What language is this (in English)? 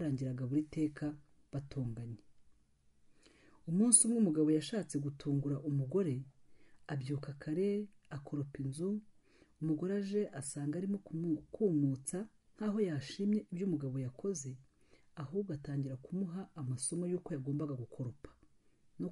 Kinyarwanda